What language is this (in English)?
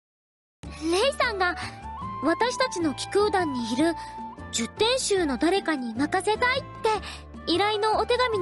Japanese